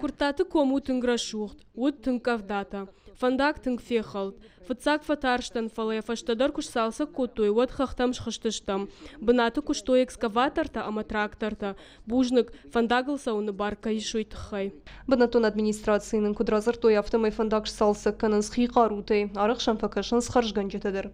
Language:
Ossetic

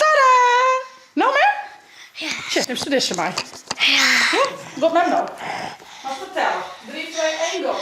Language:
Western Frisian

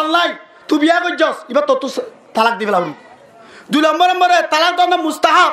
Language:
Rohingya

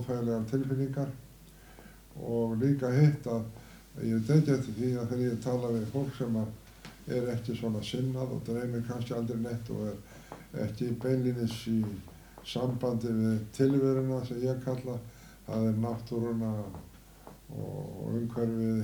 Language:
Icelandic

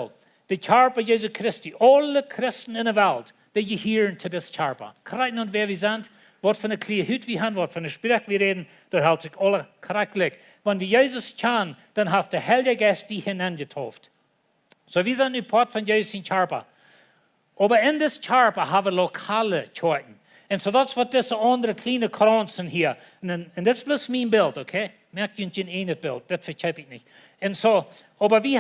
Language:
Plautdietsch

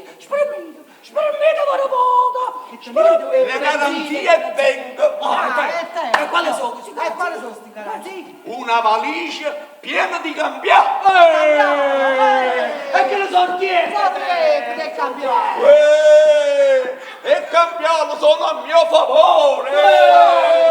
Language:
Neapolitan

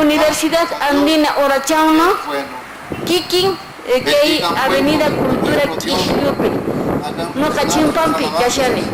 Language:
Quechua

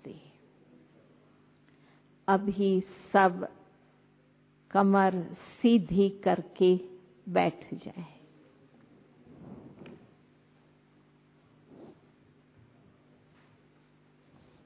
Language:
Hindi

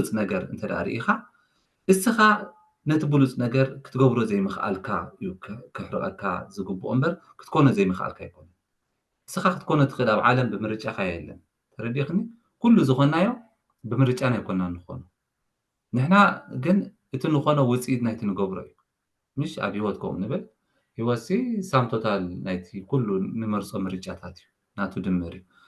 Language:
Tigrinya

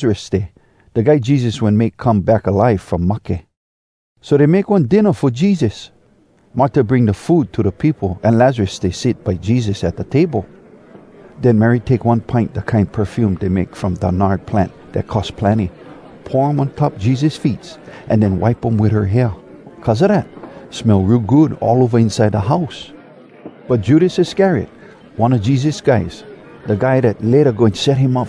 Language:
Hawai'i Creole English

